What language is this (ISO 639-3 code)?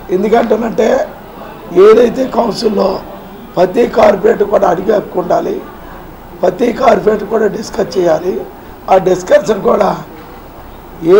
tel